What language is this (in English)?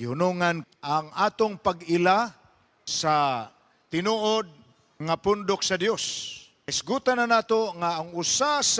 Cebuano